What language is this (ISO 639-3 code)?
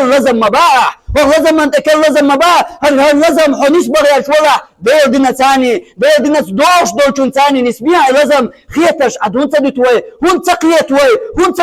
che